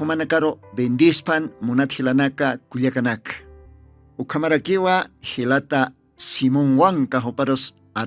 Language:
Aymara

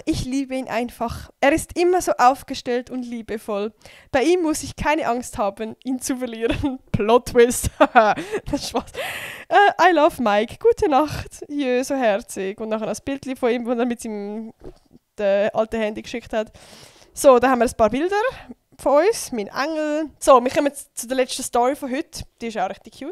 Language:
Swiss German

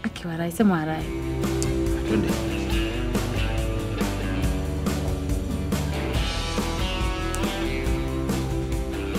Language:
Swahili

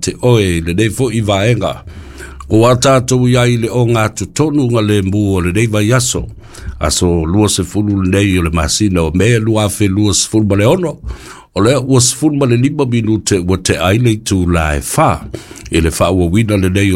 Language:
Samoan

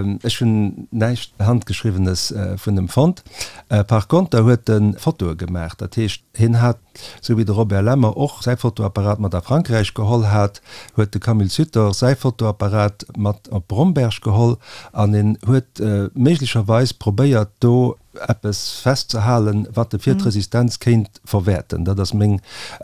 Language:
Luxembourgish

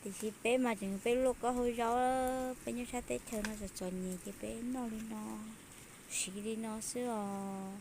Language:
Hmong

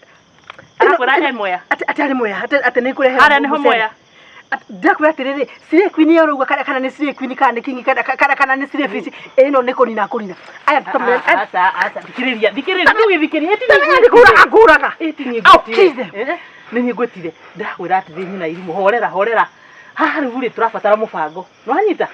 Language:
Kikuyu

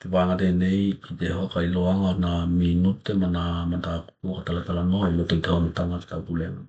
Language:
Tokelau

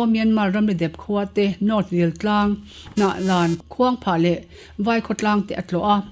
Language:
Mizo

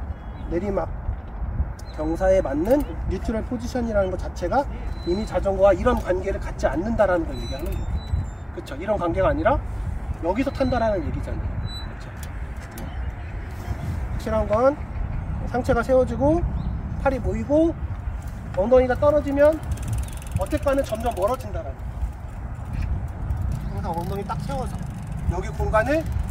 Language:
Korean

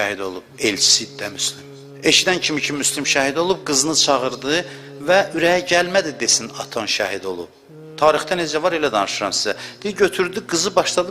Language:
Azerbaijani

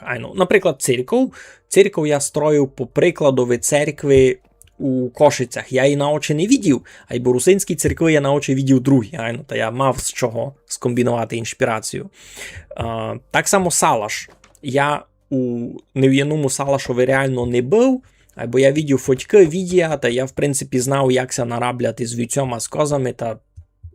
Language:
Rusyn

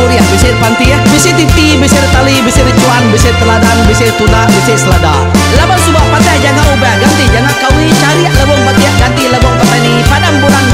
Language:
Iban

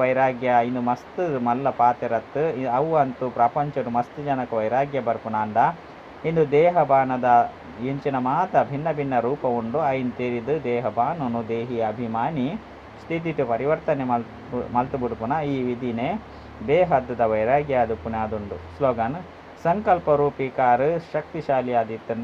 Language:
Tulu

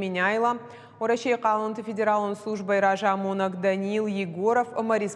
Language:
Ossetic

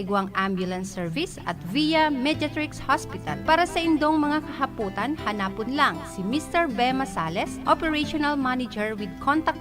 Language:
Bikol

